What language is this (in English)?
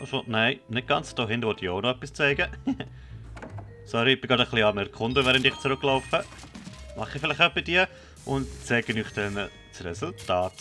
Swiss German